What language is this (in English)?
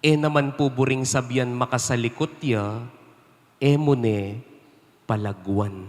Pampanga